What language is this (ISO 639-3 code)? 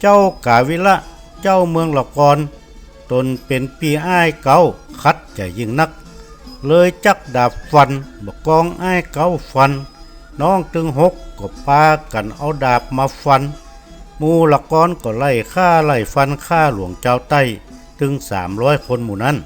nod